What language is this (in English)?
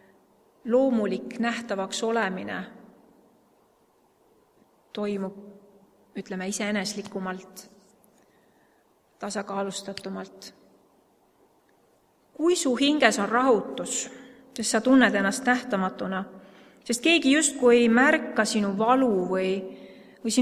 Estonian